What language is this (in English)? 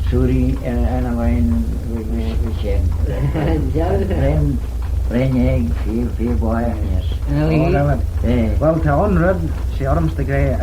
Manx